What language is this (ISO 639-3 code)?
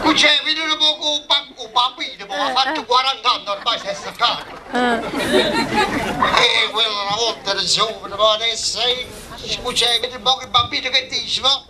nap